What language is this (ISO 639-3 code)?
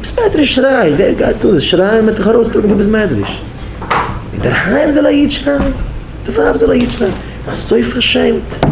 yid